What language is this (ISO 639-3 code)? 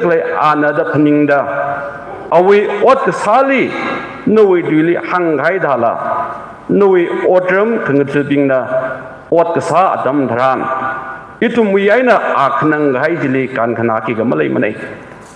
nmf